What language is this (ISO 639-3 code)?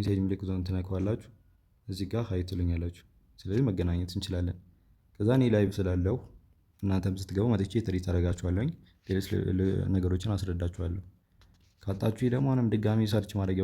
amh